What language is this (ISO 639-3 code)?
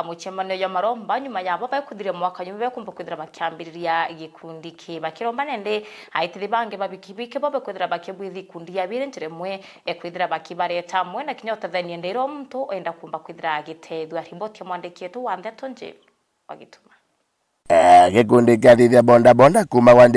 mer